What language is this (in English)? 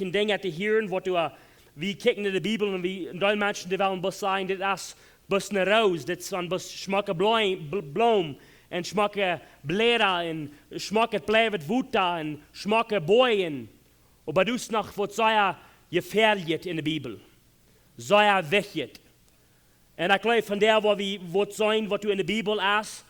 Plautdietsch